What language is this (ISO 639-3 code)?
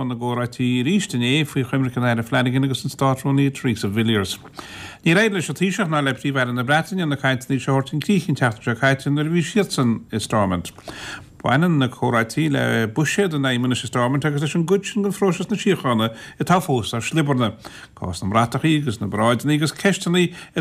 gle